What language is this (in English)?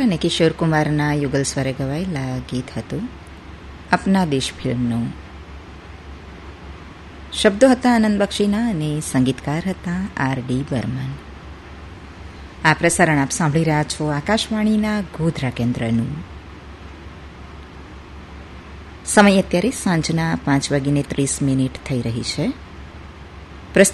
Gujarati